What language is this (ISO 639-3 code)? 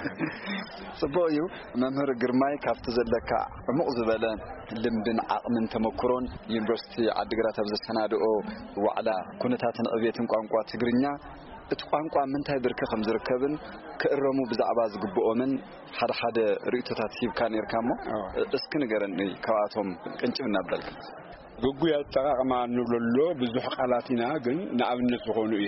tir